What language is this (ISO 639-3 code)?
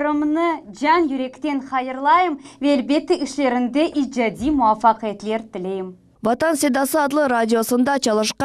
crh